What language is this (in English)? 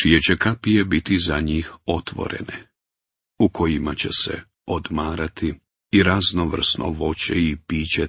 Bosnian